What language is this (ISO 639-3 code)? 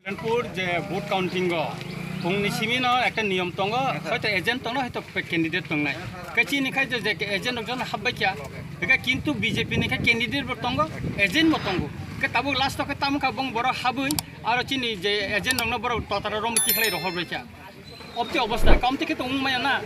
trp